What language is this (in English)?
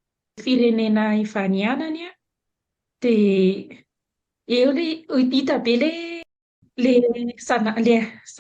Malagasy